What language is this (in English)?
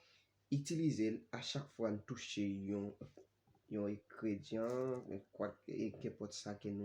Haitian Creole